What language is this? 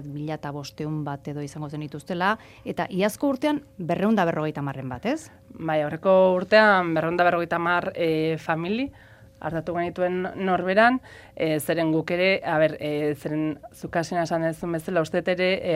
Basque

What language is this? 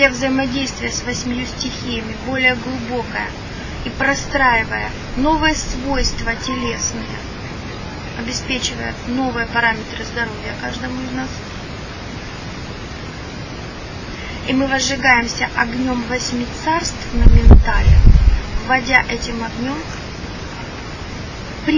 Russian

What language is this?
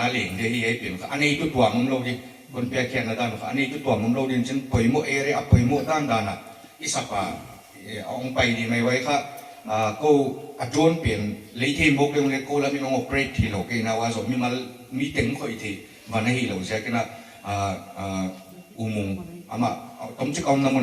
Paite Chin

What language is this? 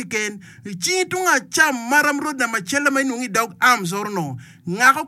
Acoli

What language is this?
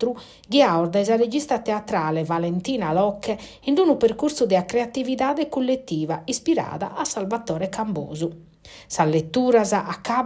Sardinian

